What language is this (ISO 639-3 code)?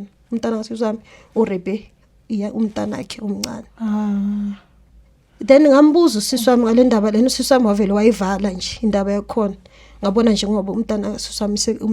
zul